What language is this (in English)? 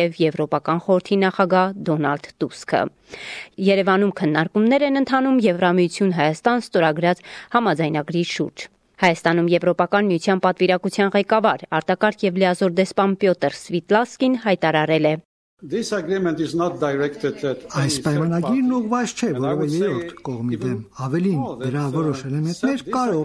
Armenian